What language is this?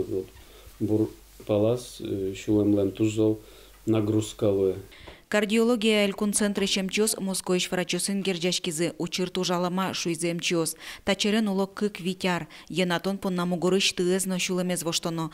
Udmurt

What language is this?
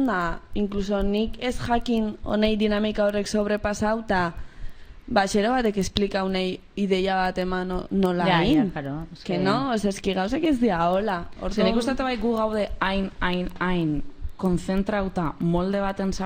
Basque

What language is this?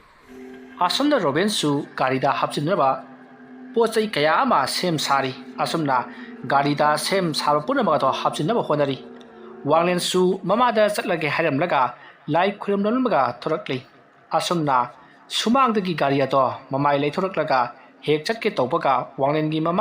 Manipuri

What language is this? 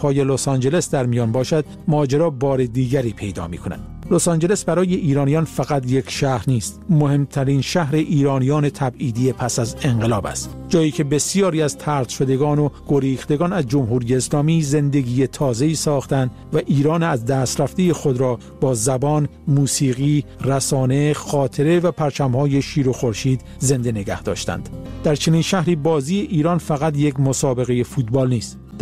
Persian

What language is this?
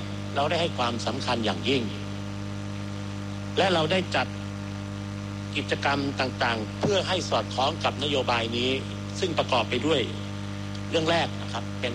Thai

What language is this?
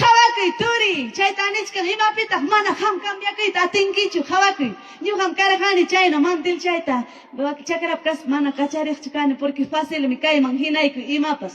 Ayacucho Quechua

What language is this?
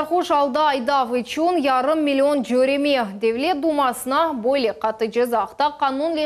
Crimean Tatar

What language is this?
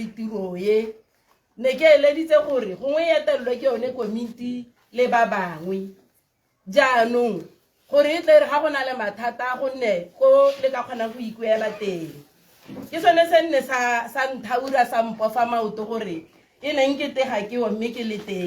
Tswana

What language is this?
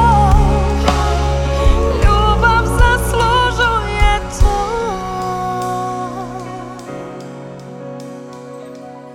Croatian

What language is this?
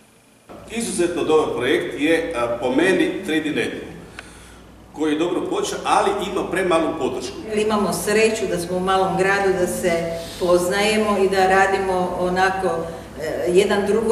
Croatian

